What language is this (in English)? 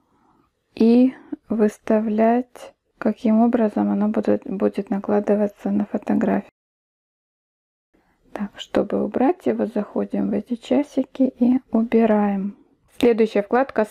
Russian